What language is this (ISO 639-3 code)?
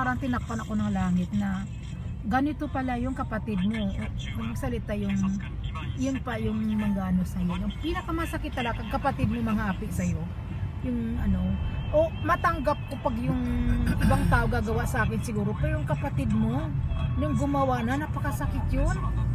fil